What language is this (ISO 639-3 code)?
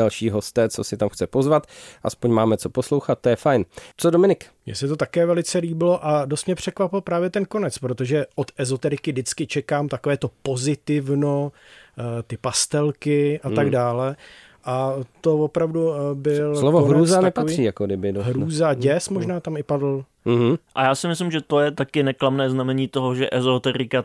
ces